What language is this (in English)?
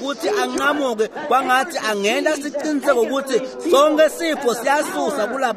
Swati